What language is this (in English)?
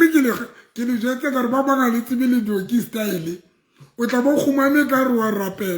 Southern Sotho